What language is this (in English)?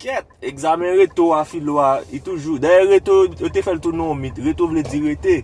Haitian Creole